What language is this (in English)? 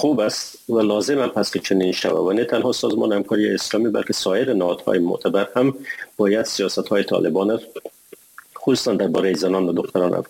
Persian